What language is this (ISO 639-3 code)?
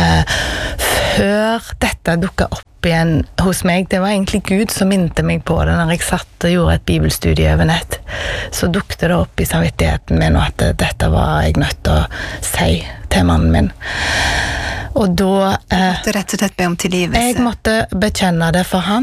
nor